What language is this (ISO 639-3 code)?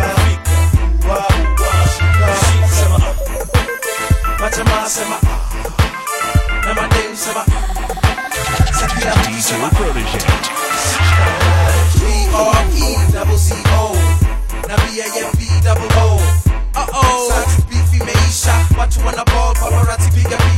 swa